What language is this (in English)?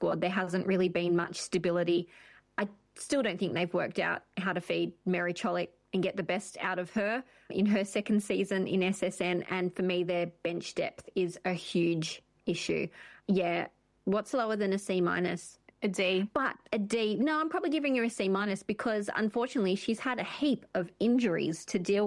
English